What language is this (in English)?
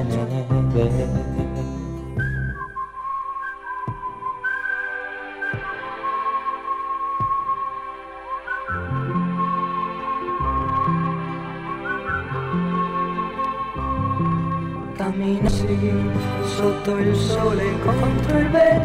Italian